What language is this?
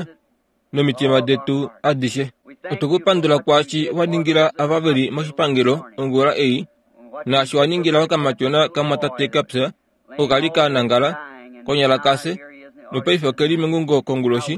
Kuanyama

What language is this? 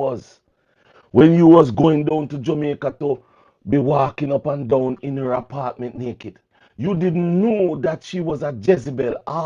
Jamaican Creole English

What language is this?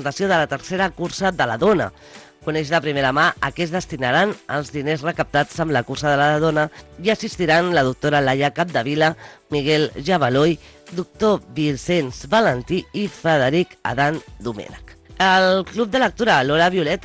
Catalan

